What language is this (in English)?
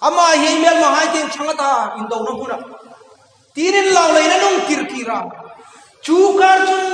Hmar